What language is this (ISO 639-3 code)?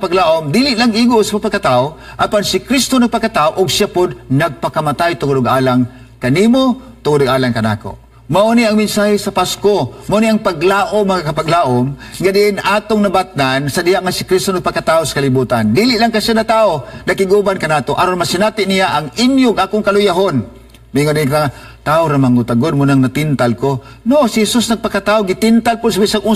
ceb